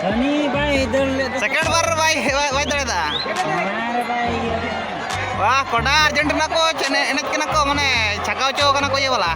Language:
Santali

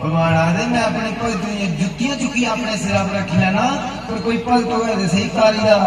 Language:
Dogri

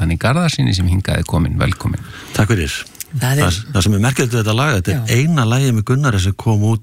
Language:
Icelandic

